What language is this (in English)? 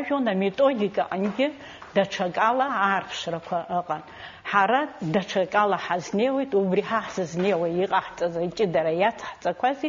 Abkhazian